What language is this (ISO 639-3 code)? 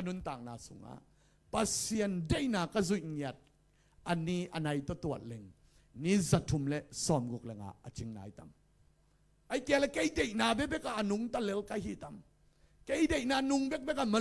ctd